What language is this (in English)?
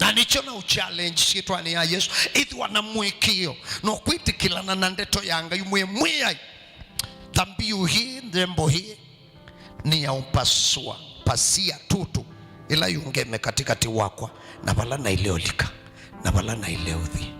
Kamba